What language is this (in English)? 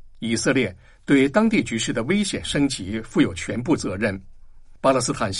Chinese